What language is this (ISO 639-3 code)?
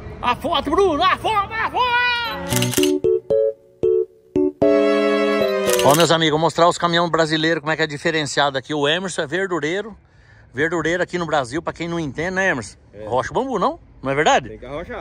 por